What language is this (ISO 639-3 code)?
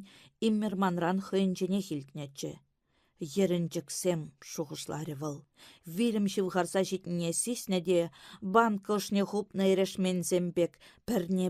chv